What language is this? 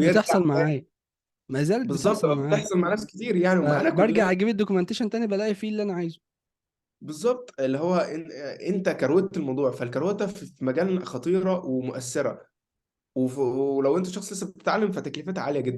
Egyptian Arabic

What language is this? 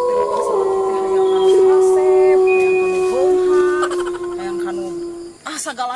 Sundanese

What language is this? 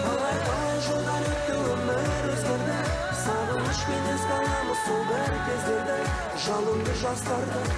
Kazakh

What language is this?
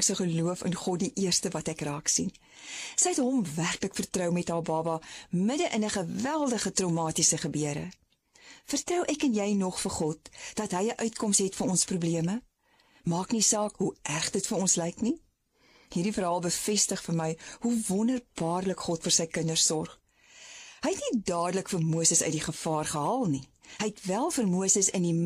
Afrikaans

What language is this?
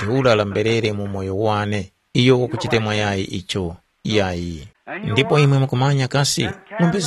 Tumbuka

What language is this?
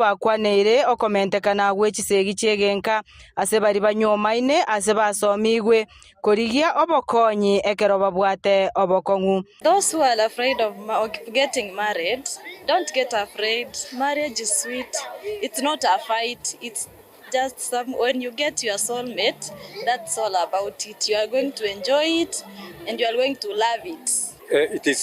Gusii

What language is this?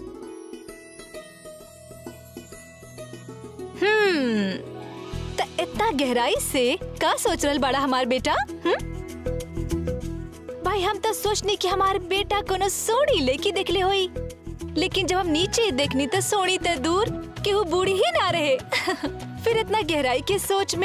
Bhojpuri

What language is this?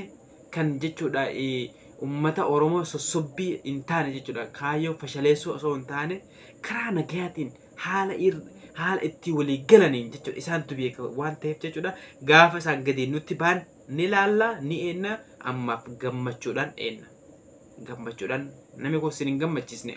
Oromo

